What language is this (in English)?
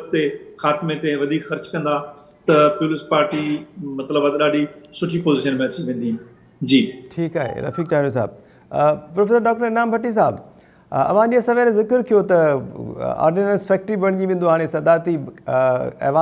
Sindhi